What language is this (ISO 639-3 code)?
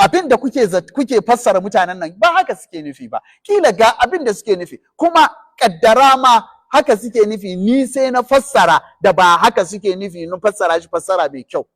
hau